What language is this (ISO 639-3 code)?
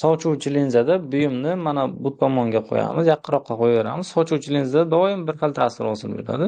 uzb